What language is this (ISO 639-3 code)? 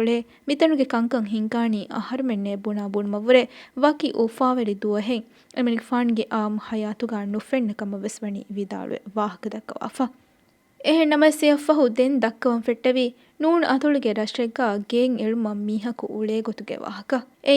div